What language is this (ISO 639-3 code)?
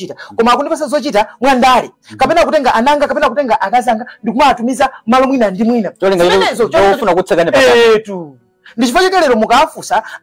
nya